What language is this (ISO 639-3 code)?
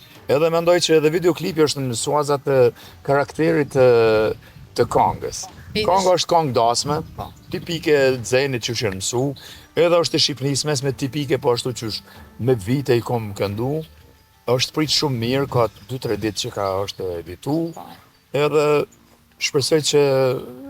sqi